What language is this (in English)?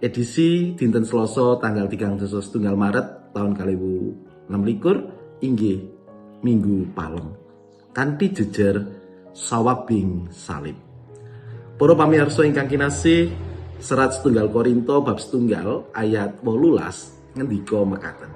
Javanese